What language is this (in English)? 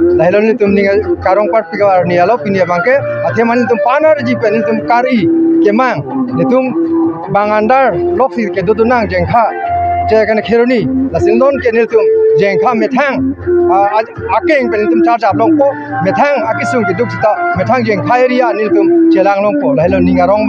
Karbi